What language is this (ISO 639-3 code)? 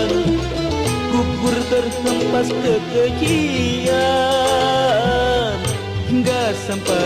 bew